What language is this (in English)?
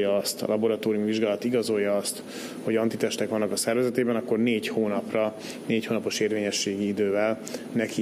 Hungarian